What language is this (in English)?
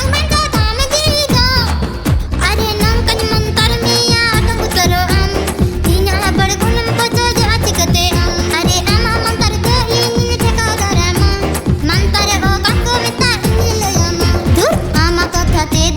Santali